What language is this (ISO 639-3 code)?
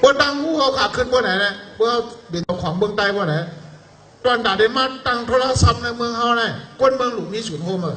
shn